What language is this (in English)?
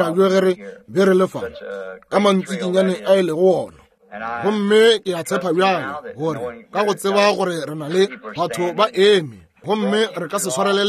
Northern Sotho